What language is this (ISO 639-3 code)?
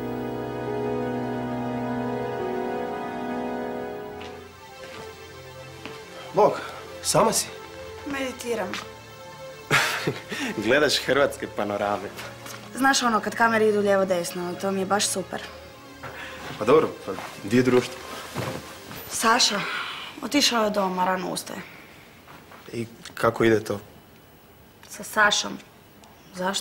hrv